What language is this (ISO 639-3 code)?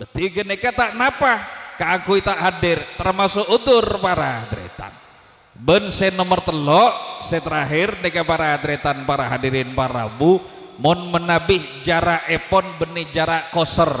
mad